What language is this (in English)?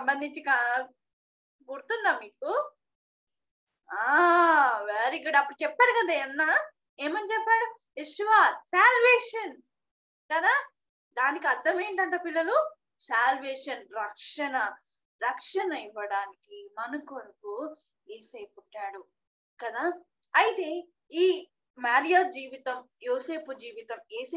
Telugu